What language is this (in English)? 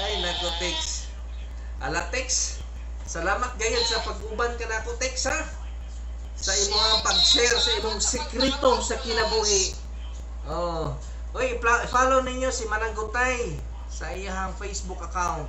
Cebuano